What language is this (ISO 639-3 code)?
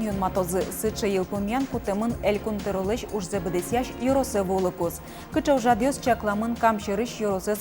udm